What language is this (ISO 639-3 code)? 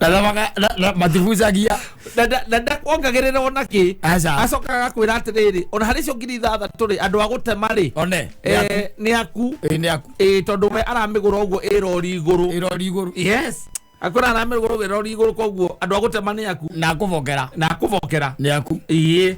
kik